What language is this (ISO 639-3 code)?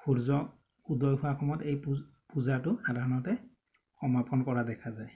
asm